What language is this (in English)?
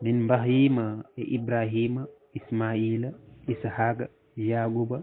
Fula